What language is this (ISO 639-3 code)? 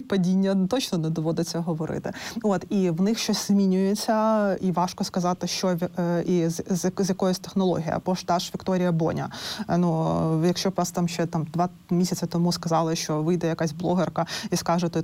ukr